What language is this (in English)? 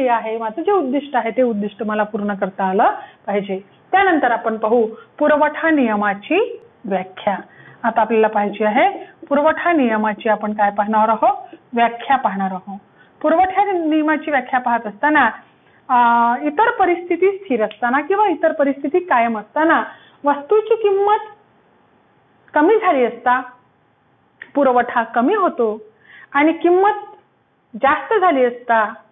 Marathi